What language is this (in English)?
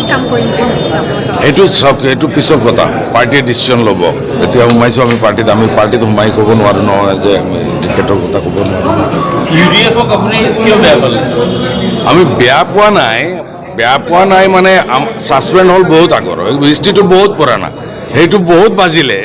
Assamese